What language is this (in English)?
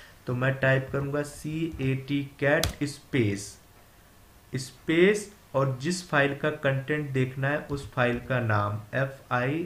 Hindi